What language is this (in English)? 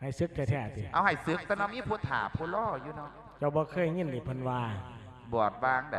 Lao